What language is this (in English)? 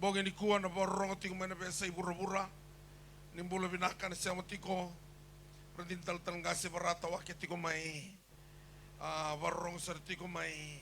Fijian